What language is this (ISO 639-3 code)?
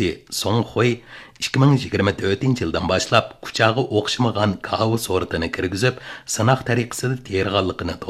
uig